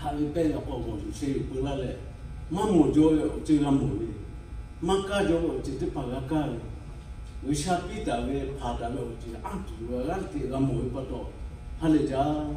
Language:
Lahu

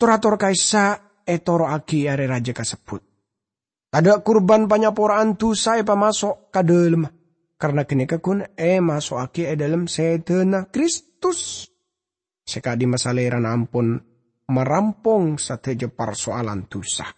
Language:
Madurese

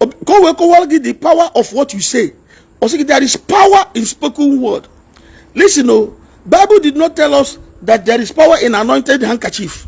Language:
Igbo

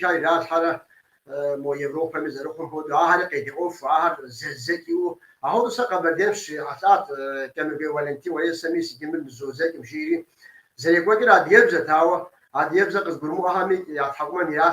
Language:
Kabardian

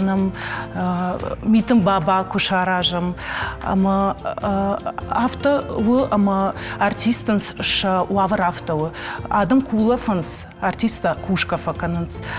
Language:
Ossetic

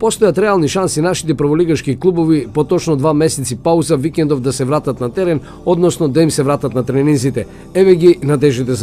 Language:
Macedonian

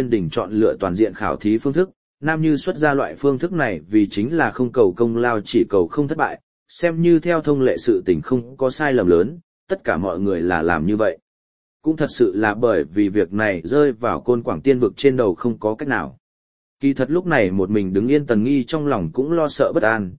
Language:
Vietnamese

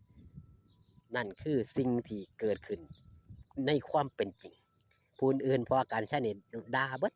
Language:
Northeastern Thai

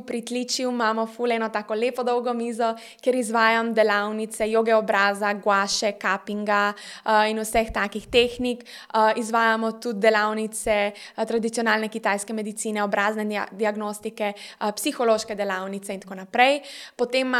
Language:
Slovenian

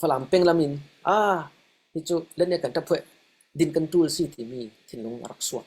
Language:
Falam Chin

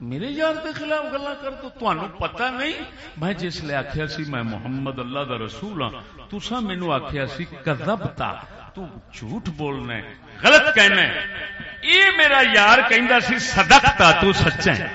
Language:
Saraiki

